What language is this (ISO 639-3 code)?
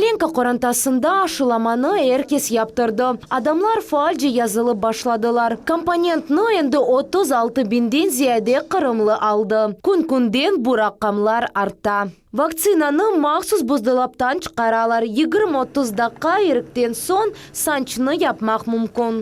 crh